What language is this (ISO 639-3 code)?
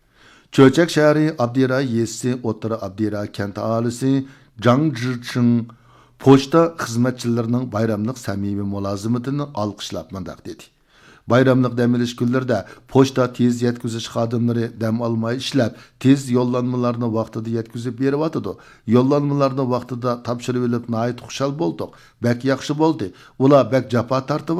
uig